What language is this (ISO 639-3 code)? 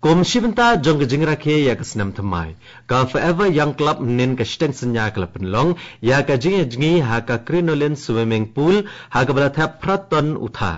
kha